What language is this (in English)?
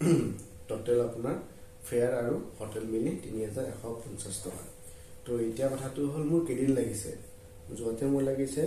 Assamese